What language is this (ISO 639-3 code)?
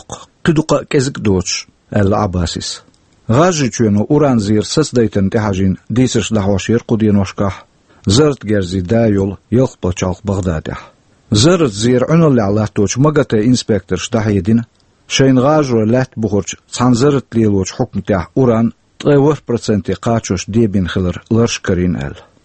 che